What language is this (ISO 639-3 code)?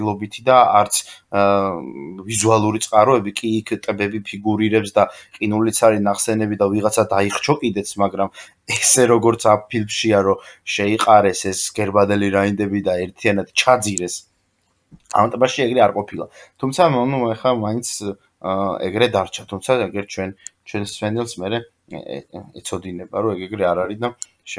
kat